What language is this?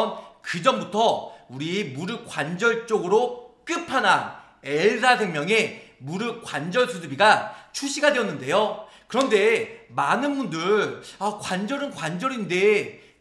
Korean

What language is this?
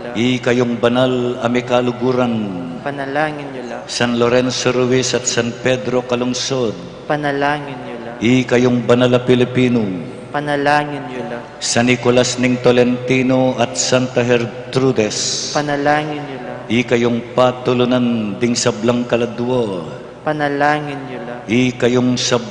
Pampanga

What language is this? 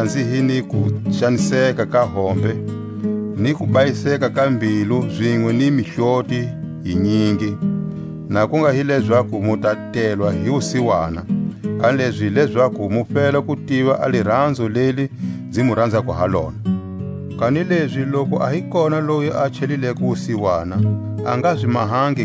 Tswa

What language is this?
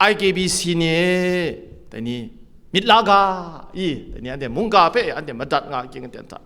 Kachin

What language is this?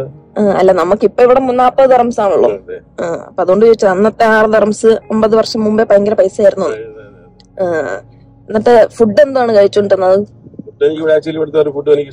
Malayalam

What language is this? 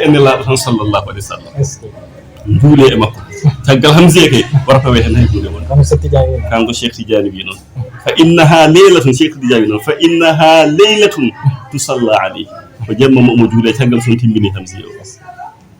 Fula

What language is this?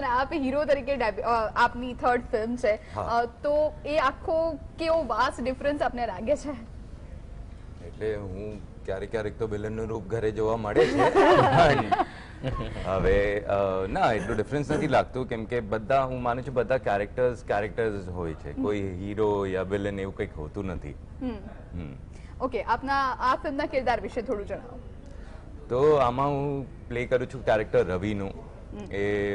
Gujarati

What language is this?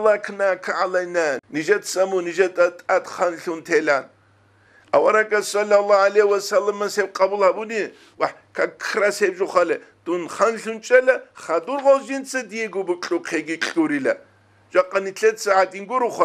Avaric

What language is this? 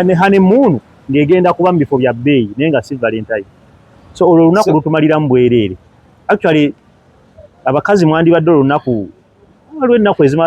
Ganda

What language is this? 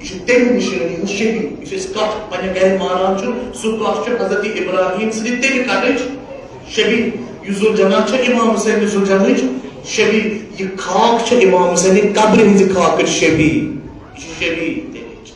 Kashmiri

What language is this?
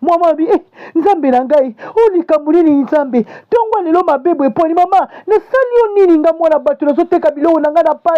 Lingala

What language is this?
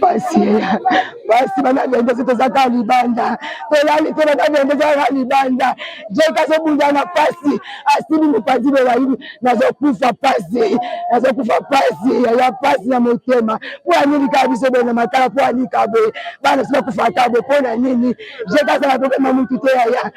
Lingala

